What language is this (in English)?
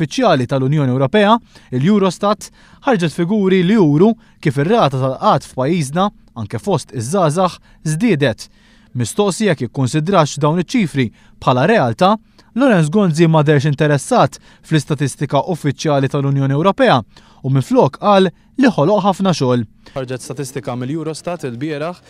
Maltese